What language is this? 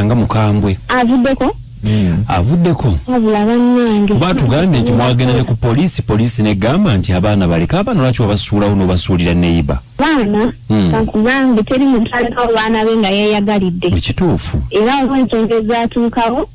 Ganda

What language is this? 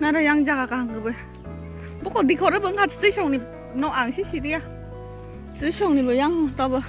Kok Borok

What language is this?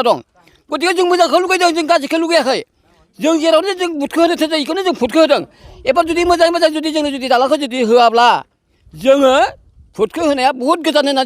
Bodo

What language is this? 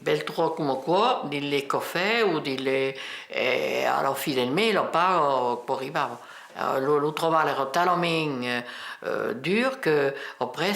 Occitan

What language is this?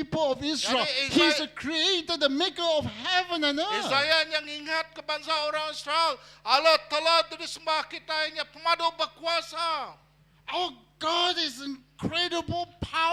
Iban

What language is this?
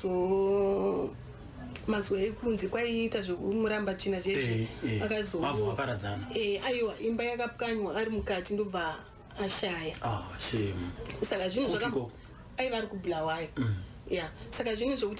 Shona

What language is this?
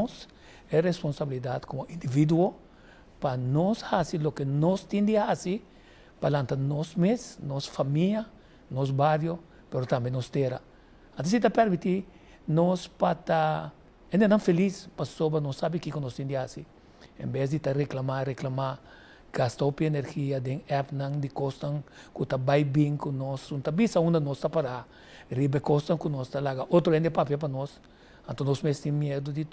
Papiamento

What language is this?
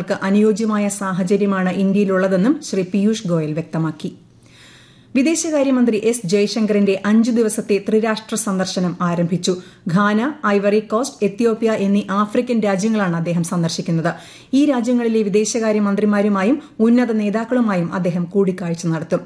Malayalam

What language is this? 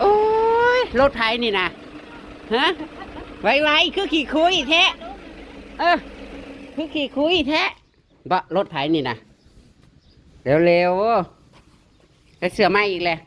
Northeastern Thai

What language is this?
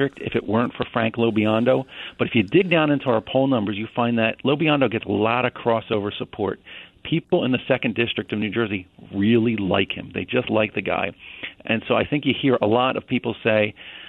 English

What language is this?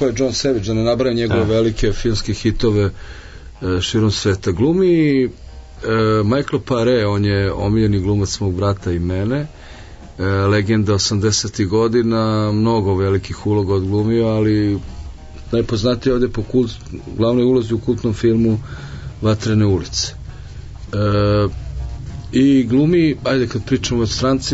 Serbian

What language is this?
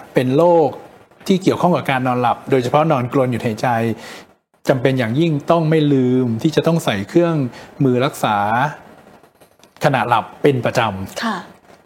Thai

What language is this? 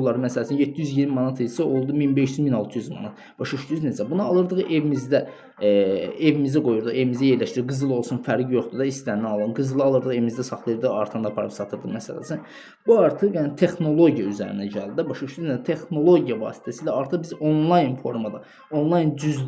Azerbaijani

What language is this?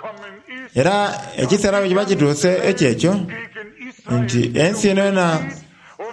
Soga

